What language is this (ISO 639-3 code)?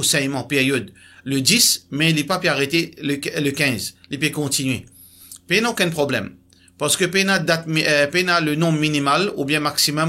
mfe